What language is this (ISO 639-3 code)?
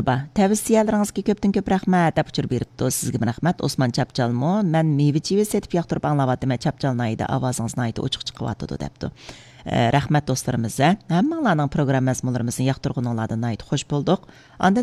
uig